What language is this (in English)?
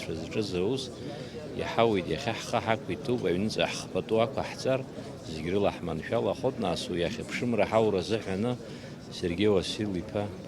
Abkhazian